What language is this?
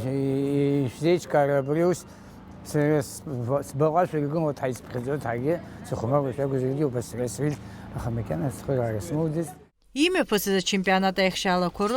Abkhazian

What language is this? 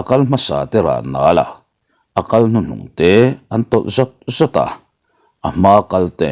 Mizo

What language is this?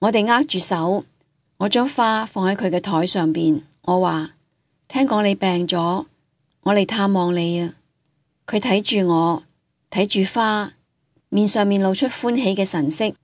Cantonese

